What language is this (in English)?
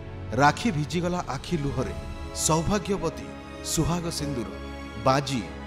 Odia